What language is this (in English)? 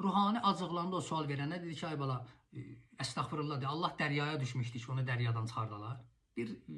Azerbaijani